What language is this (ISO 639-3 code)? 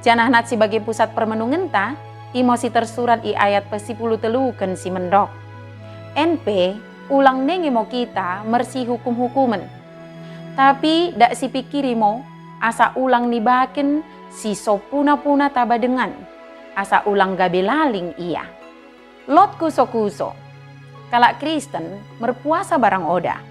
btd